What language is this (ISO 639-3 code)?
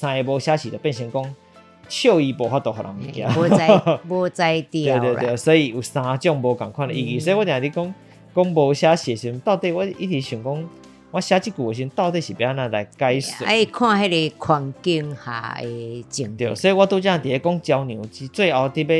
nan